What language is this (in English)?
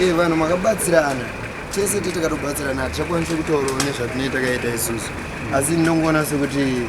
Shona